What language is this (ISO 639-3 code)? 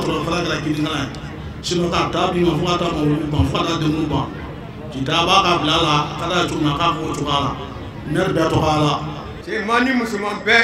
bam